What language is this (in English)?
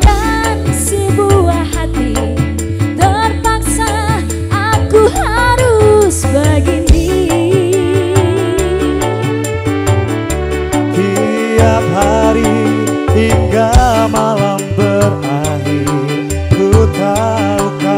Indonesian